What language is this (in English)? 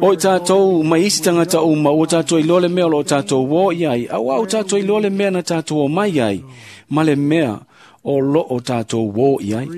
Samoan